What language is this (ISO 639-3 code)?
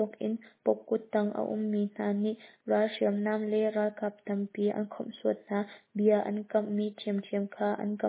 cnh